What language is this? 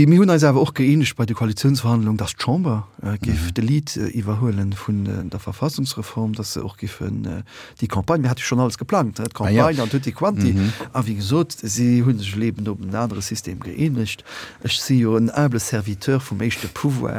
Luxembourgish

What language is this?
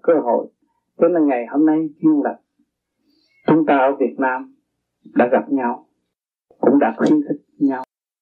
Vietnamese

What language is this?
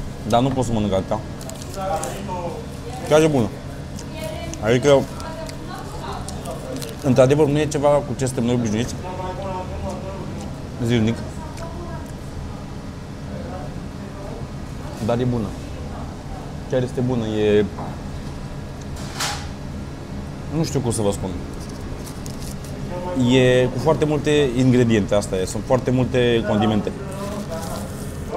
Romanian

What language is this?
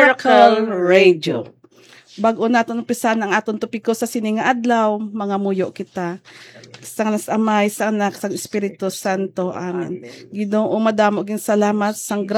Hiligaynon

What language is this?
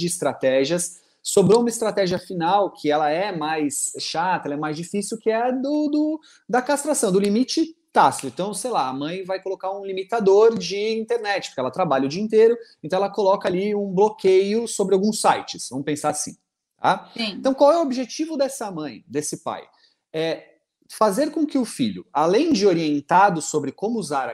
Portuguese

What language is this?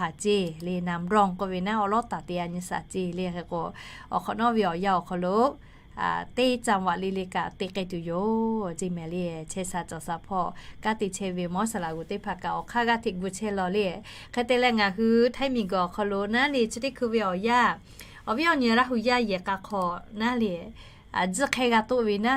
Lahu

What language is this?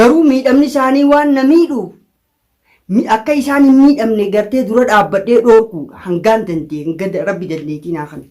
Oromo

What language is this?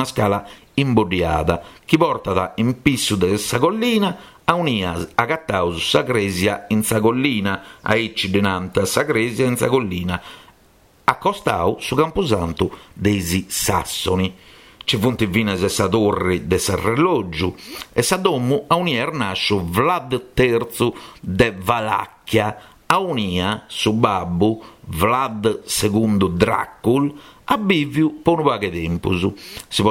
Sardinian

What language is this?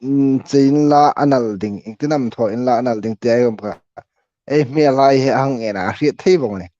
Hmar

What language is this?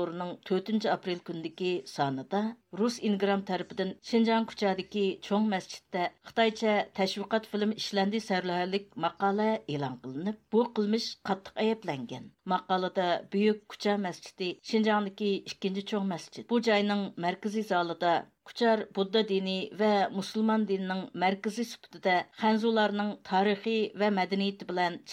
Uyghur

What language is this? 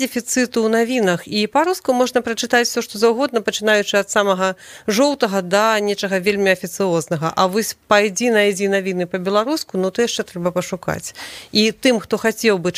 Belarusian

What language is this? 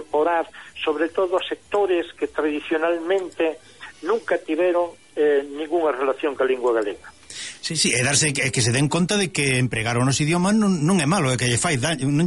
Galician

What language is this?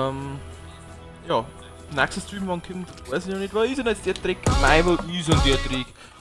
Bavarian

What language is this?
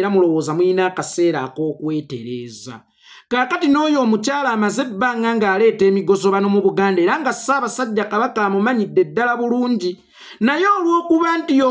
Ganda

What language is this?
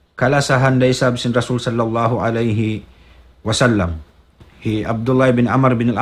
Tausug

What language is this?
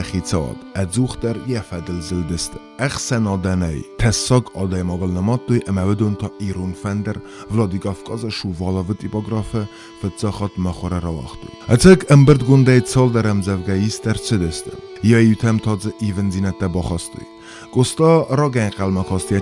Ossetic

